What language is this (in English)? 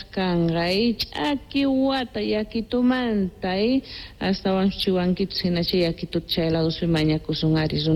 South Bolivian Quechua